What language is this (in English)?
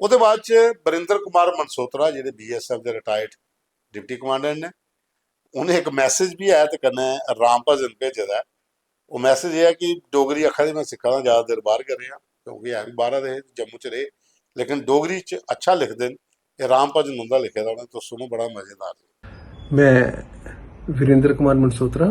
Dogri